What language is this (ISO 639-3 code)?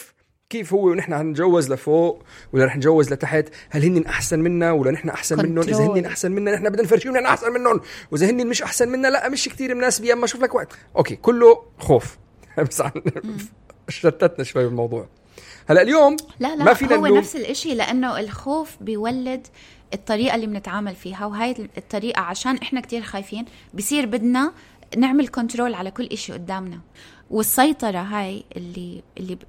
apc